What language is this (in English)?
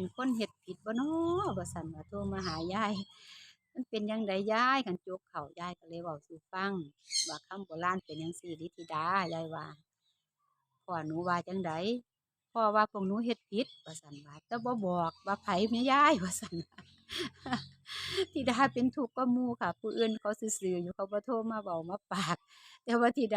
Lao